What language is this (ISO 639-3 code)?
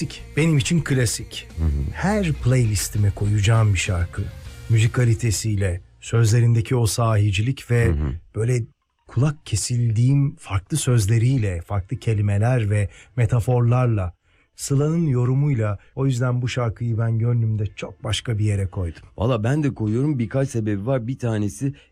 tur